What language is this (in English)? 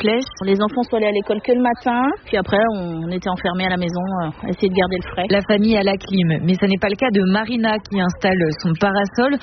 French